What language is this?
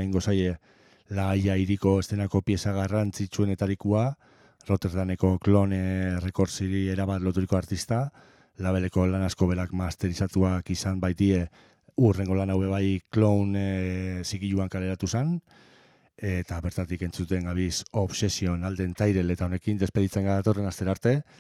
Basque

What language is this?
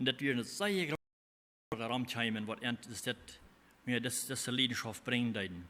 Plautdietsch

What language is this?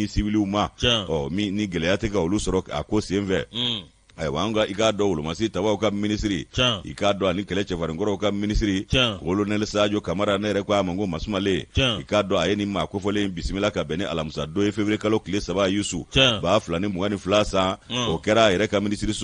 Bambara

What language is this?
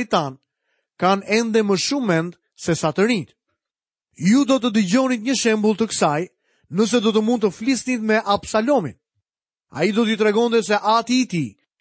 Albanian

